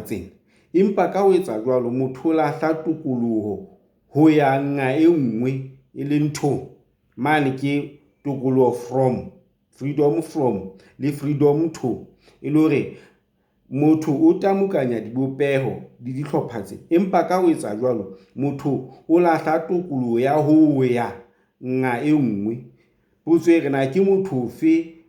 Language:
Southern Sotho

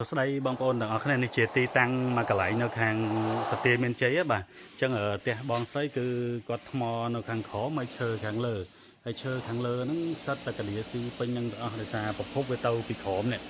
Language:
Khmer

